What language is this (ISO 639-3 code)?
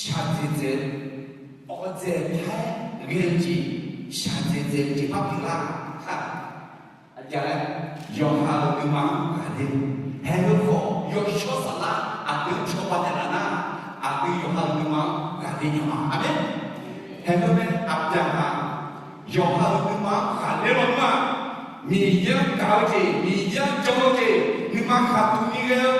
ahk